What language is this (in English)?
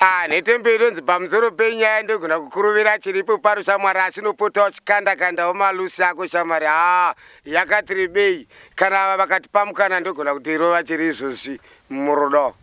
Shona